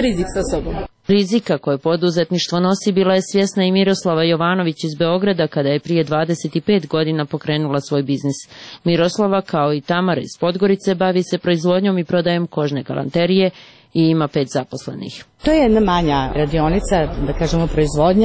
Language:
Croatian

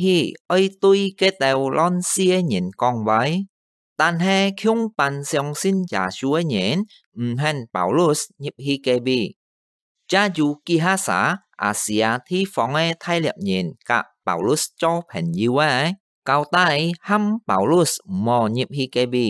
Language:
Hakka Chinese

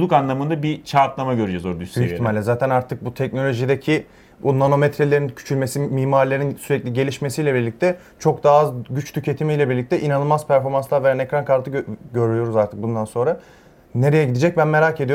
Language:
Turkish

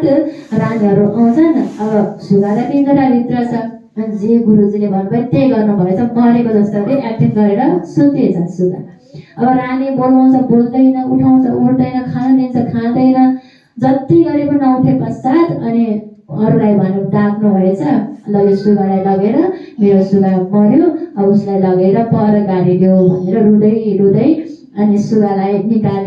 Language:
Nepali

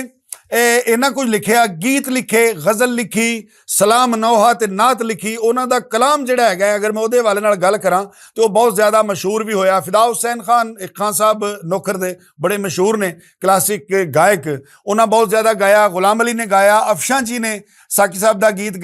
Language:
Western Panjabi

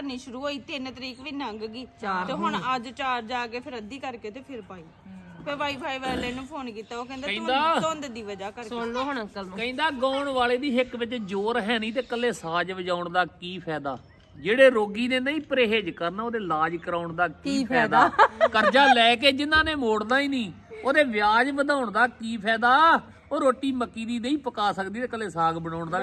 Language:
Punjabi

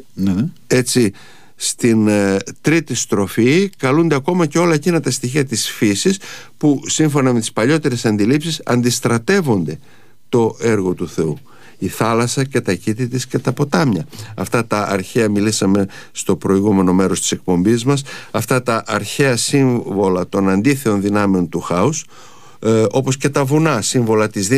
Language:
Greek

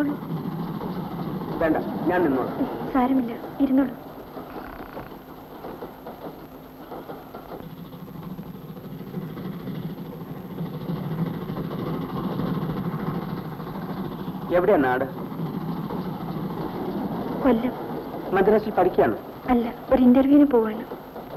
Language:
Malayalam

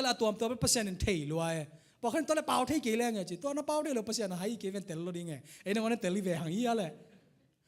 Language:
Tedim Chin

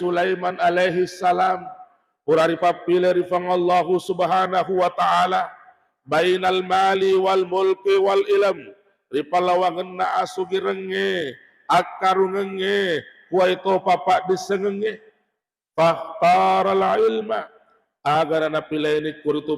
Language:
Buginese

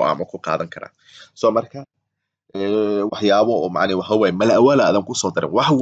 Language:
Somali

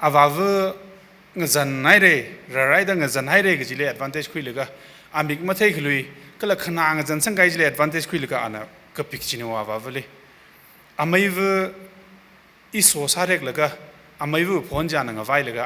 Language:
Tangkhul Naga (India)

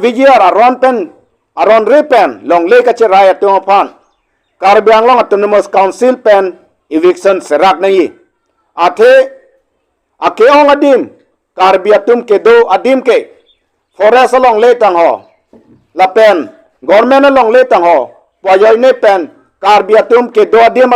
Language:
Karbi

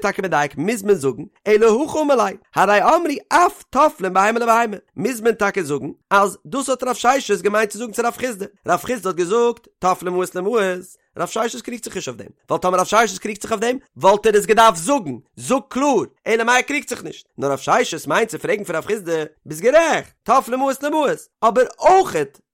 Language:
Yiddish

